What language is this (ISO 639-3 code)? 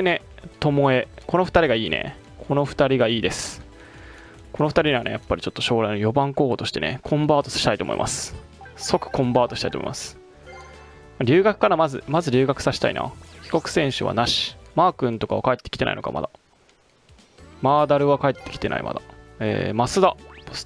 jpn